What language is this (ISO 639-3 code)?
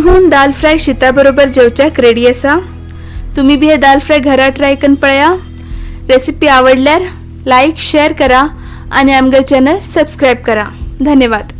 kok